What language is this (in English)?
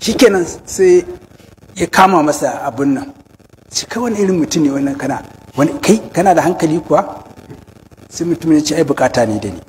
Hausa